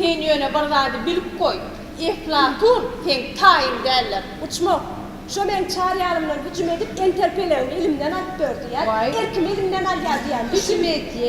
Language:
Turkmen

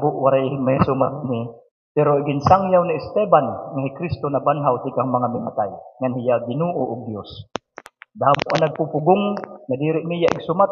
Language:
Waray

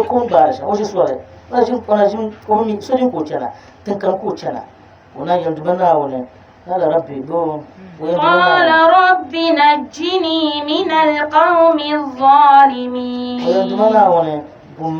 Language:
Dagbani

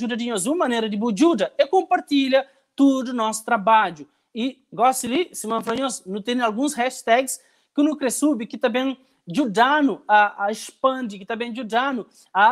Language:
Kabuverdianu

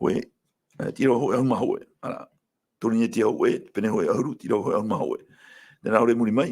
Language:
Tahitian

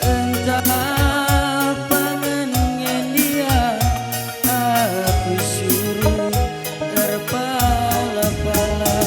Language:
Batak Karo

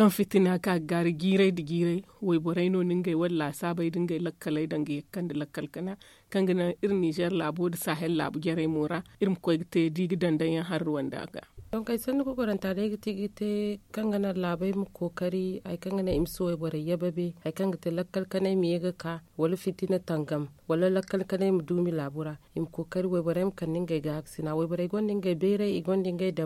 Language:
Zarma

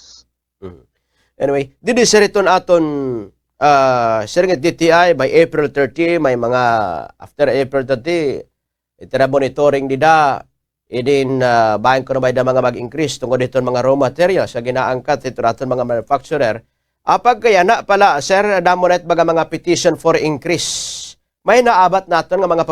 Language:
Waray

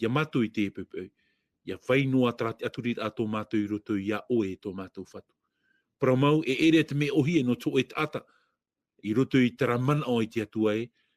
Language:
Tahitian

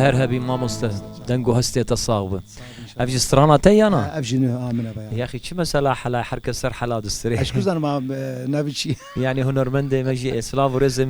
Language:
Kurdish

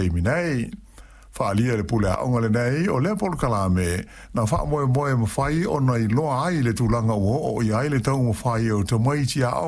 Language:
Samoan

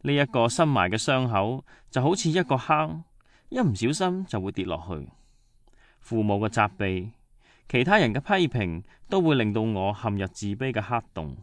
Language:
Cantonese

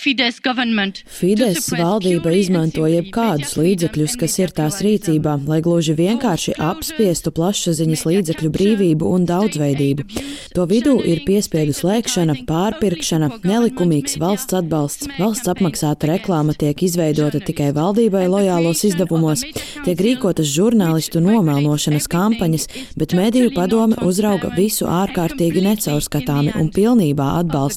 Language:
Latvian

